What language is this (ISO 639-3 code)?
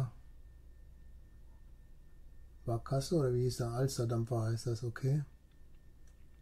deu